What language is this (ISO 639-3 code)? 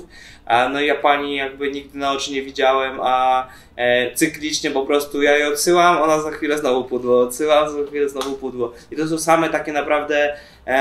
pol